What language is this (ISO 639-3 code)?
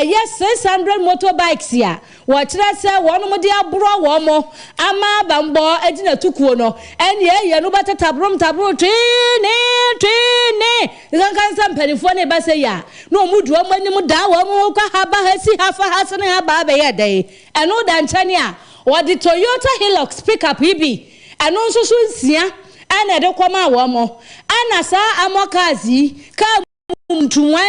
aka